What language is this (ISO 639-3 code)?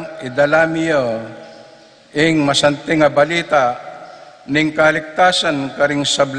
pam